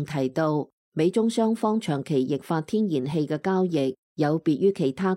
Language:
Cantonese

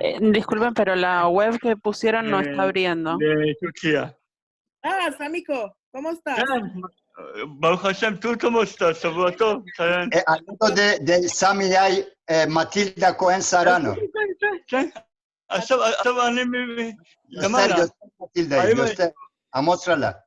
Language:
Ladino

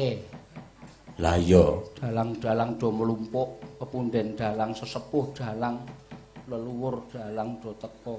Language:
Javanese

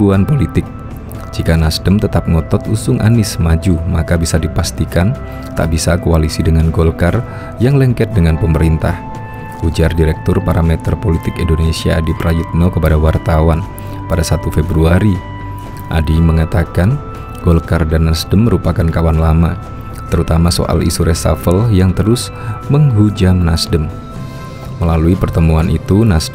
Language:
Indonesian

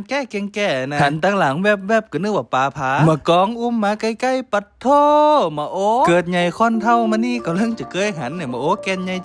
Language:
Northeastern Thai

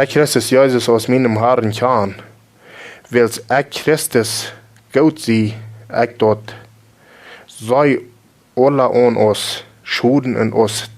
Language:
Plautdietsch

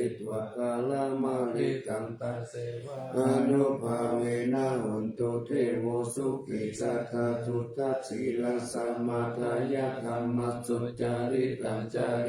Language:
Pali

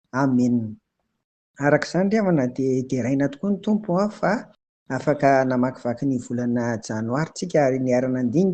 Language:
Malagasy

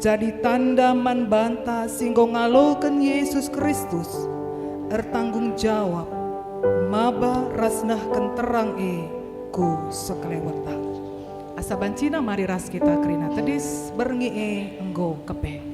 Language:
Batak Karo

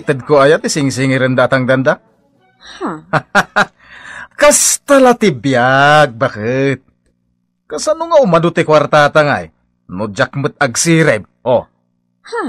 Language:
Iloko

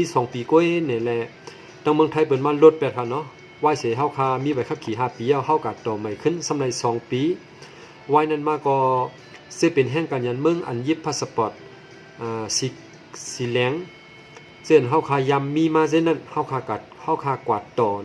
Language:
Shan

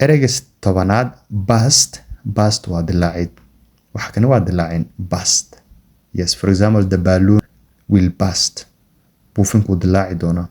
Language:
Somali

